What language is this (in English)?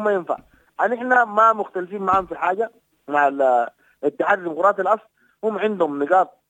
Sudanese Arabic